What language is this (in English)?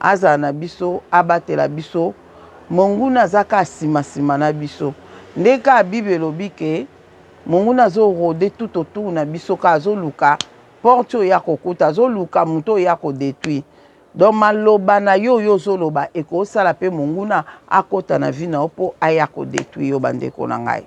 Lingala